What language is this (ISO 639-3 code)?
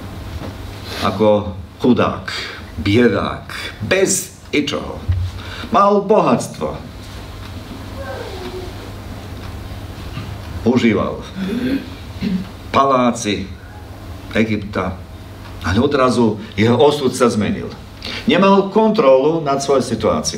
slk